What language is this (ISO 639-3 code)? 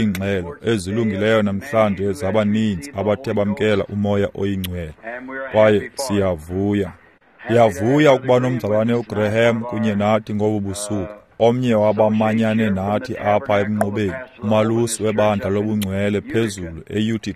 xho